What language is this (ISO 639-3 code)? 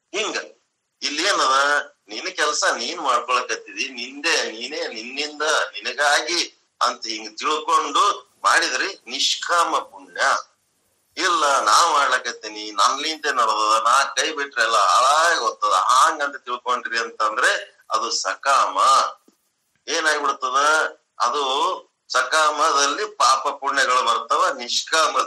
kan